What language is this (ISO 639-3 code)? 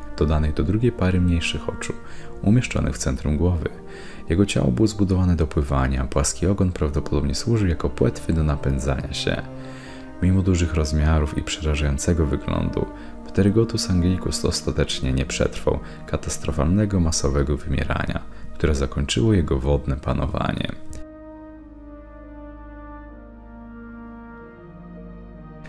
pol